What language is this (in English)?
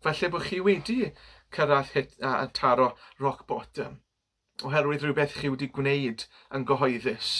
Welsh